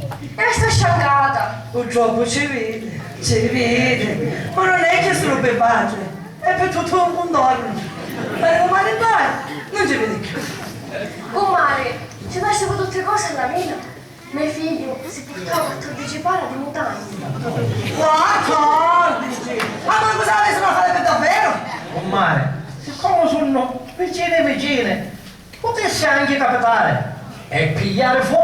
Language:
Sicilian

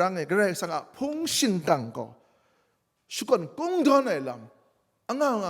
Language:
Kachin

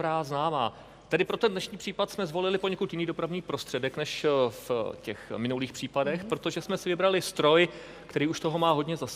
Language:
Czech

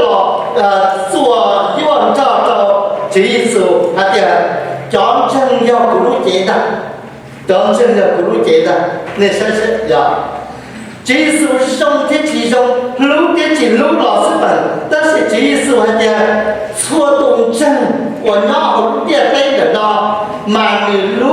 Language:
Hmong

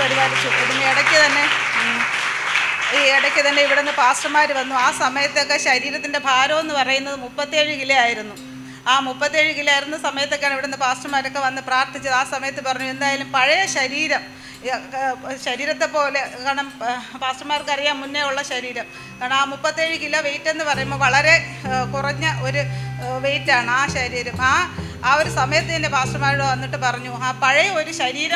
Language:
Malayalam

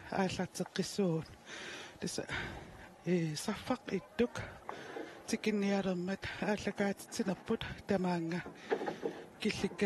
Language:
Kalaallisut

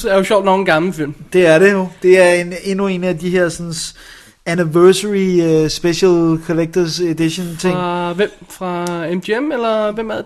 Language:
Danish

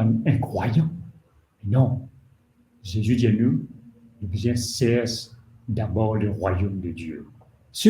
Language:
Morisyen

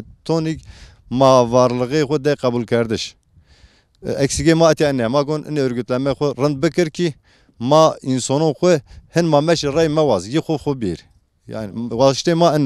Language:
Zaza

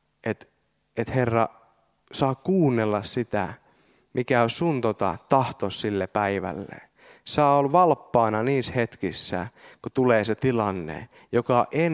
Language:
Finnish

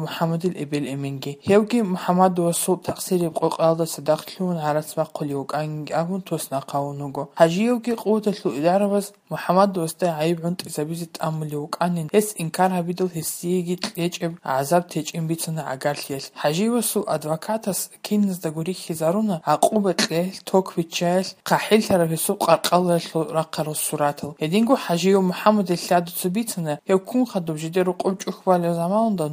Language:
Avaric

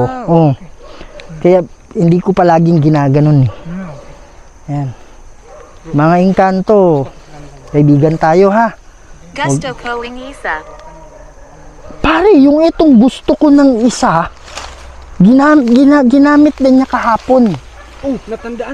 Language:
Filipino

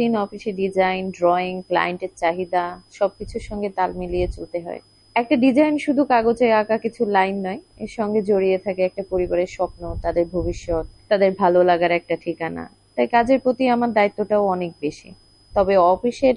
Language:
Bangla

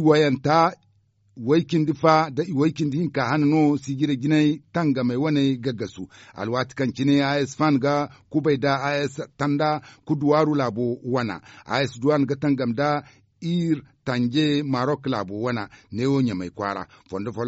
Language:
Zarma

